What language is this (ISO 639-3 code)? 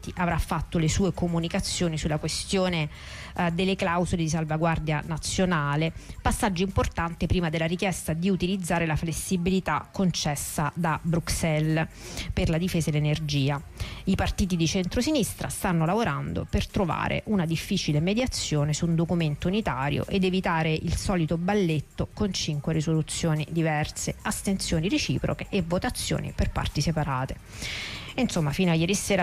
ita